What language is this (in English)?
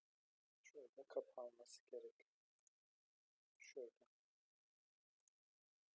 Turkish